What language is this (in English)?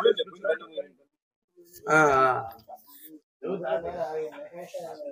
Telugu